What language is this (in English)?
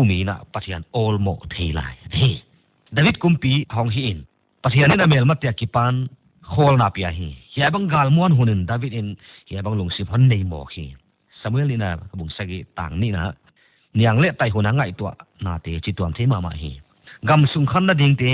Paite Chin